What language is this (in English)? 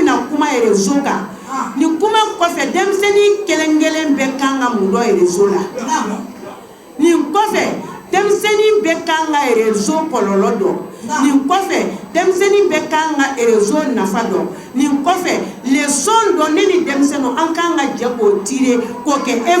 Bambara